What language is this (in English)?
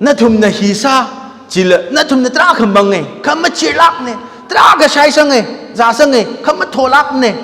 Tangkhul Naga (India)